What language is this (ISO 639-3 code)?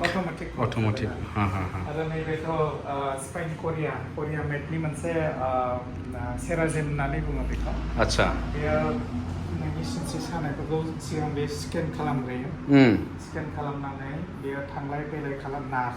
brx